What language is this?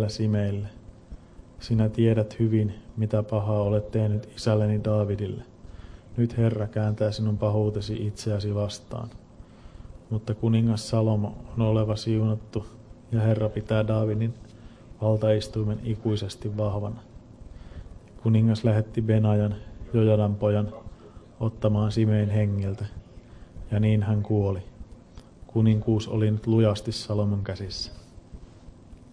Finnish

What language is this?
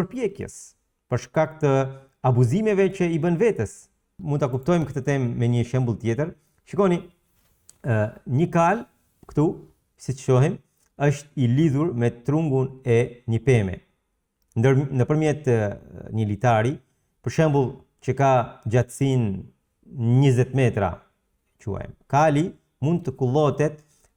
Albanian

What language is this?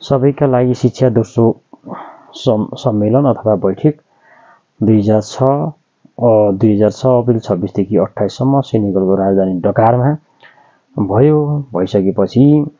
Nepali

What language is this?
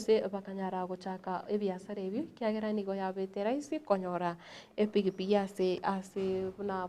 Gusii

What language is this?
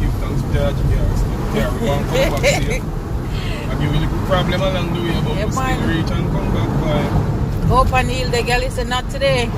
Jamaican Creole English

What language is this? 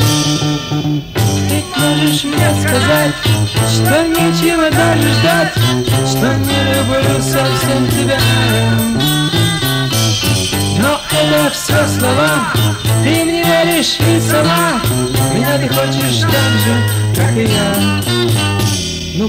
Russian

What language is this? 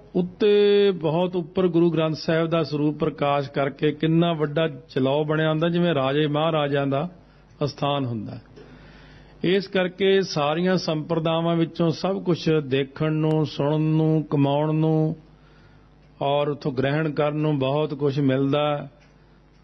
Punjabi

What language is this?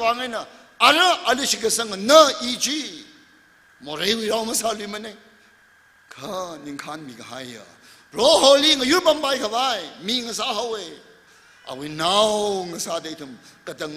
Tangkhul Naga (India)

